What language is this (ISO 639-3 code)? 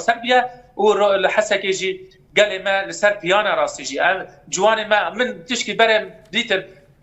kur